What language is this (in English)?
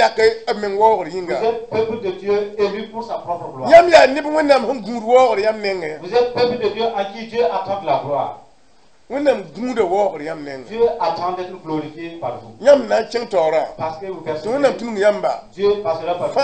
Mossi